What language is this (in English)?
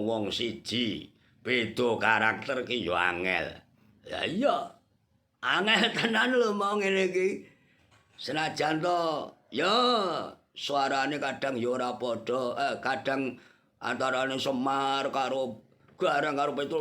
Javanese